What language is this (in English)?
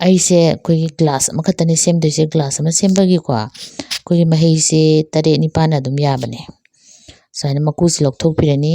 Manipuri